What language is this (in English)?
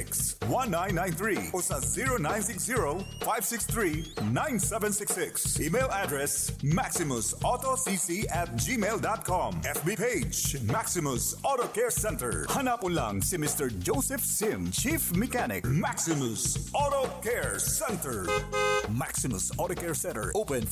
Bikol